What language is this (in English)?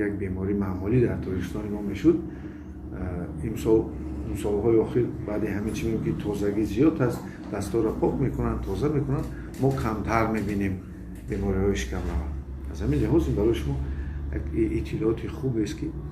Tajik